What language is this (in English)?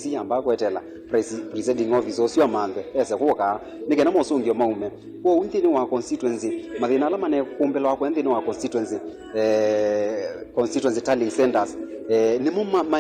Kamba